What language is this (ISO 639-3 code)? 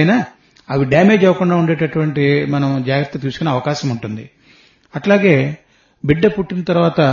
tel